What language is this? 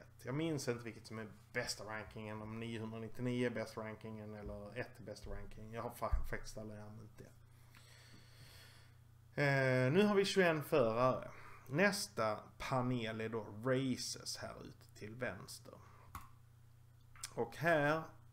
Swedish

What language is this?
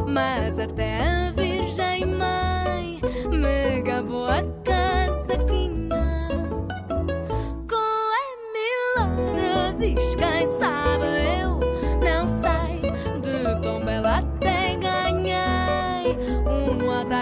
Portuguese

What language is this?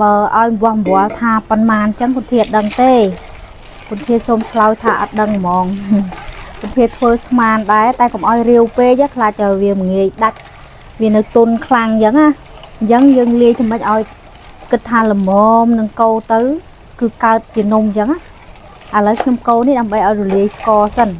Khmer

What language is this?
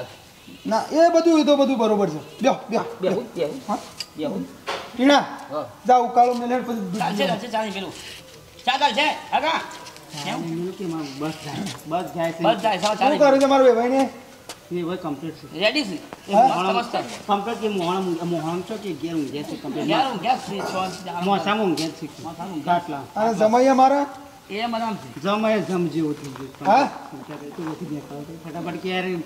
Gujarati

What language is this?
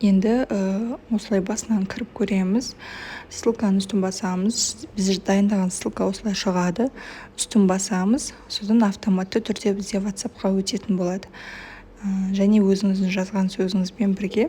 Kazakh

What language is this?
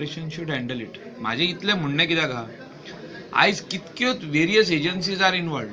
Konkani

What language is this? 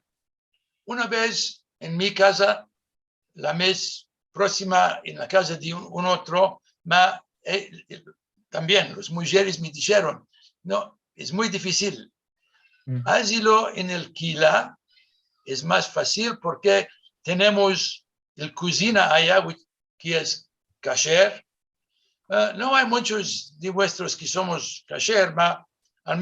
Ladino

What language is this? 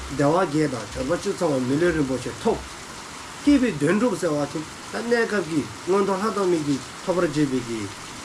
Dzongkha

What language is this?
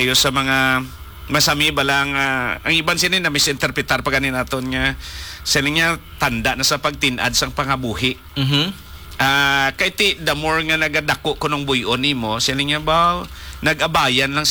Hiligaynon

